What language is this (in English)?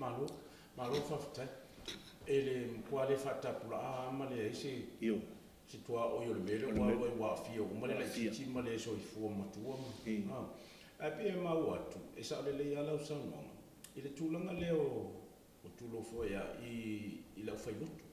Samoan